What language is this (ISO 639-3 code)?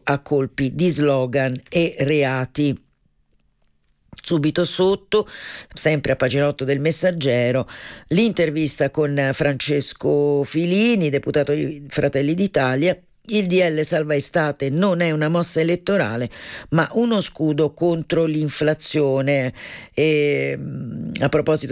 ita